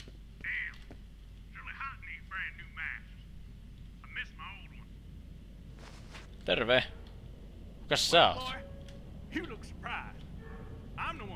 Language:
Finnish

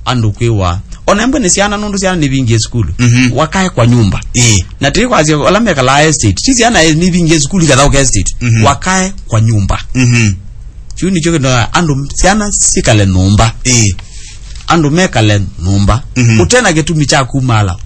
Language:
Kamba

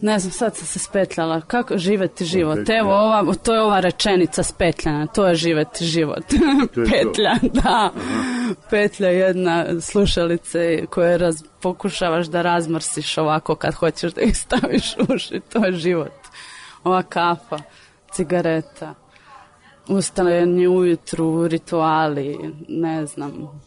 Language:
Serbian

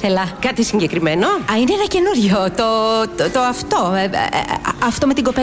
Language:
Greek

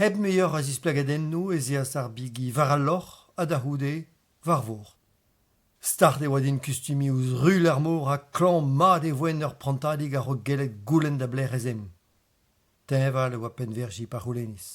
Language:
Breton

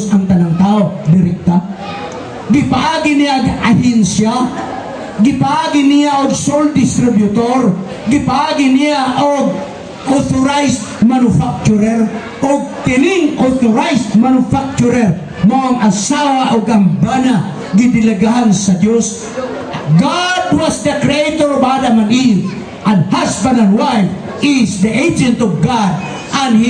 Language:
Cebuano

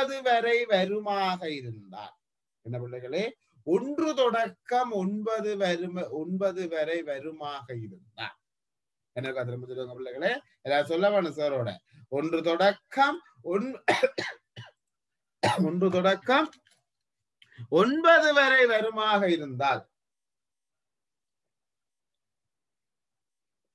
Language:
Tamil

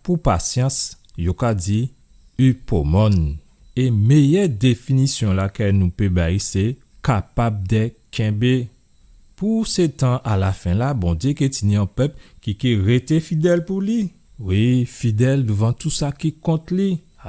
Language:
Guadeloupean Creole French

